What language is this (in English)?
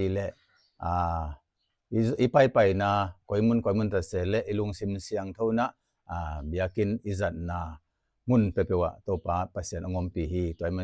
Tedim Chin